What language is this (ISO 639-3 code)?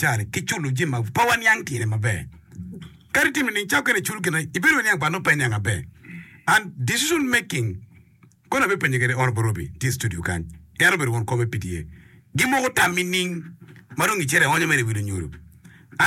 ach